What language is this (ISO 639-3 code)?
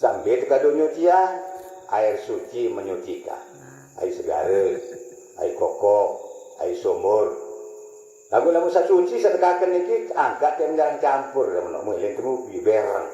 sas